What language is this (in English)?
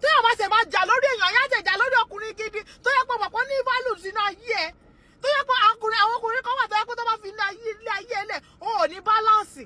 Yoruba